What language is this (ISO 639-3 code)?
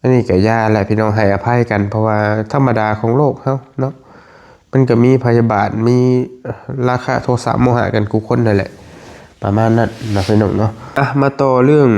tts